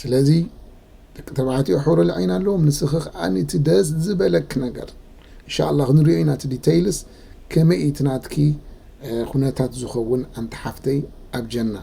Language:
Tigrinya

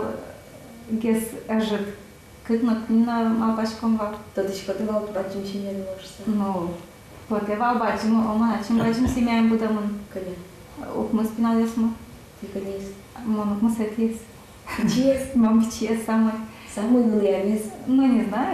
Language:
Udmurt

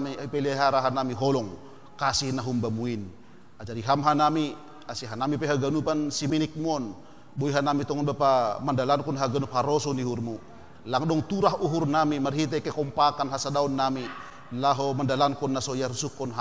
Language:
Batak Simalungun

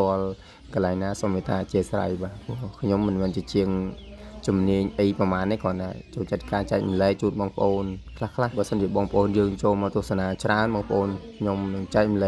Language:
Khmer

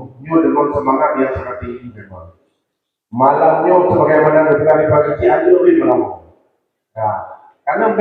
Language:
Achinese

